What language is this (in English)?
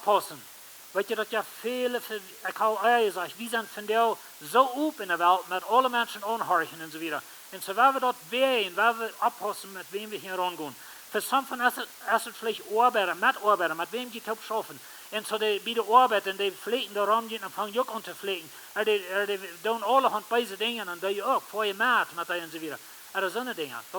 Plautdietsch